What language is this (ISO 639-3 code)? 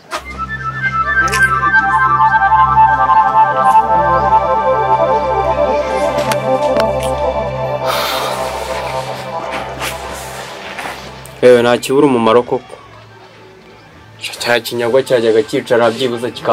kin